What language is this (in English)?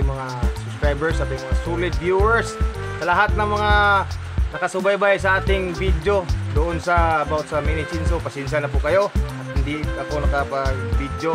Filipino